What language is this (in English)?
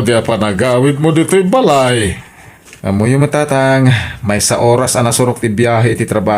Iloko